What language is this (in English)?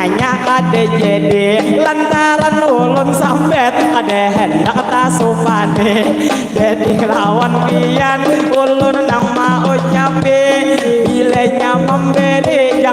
Banjar